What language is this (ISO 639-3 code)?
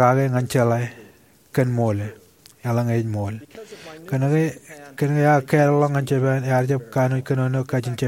mah